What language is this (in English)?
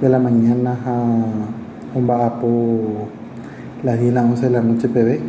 Guarani